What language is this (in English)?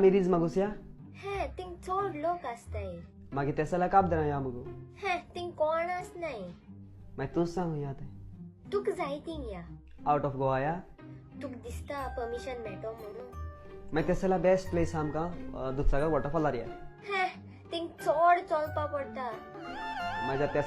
Konkani